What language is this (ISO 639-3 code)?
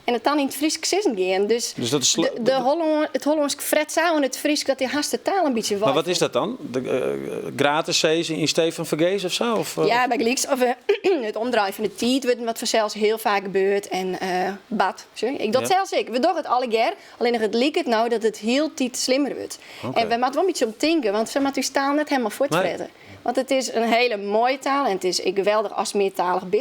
fry